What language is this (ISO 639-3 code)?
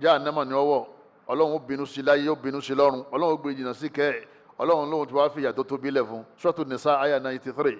yor